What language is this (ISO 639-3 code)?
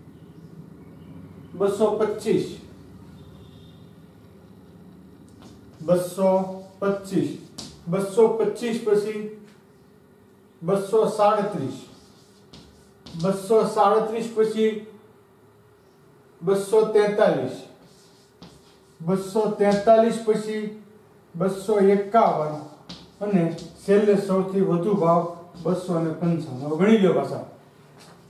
guj